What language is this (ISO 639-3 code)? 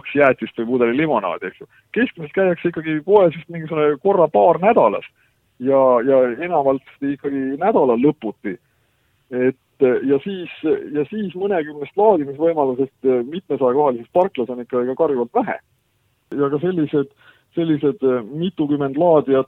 est